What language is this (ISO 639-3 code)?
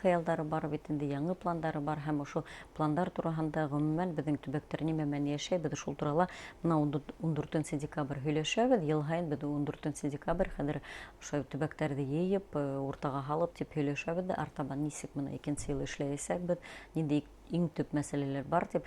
bak